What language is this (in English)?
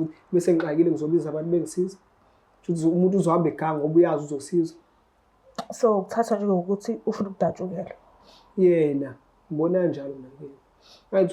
Zulu